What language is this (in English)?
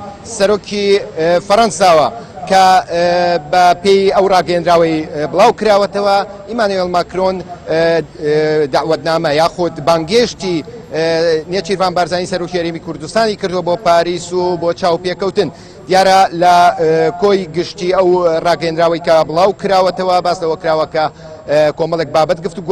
Central Kurdish